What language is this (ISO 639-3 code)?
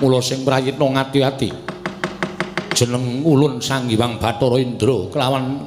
jav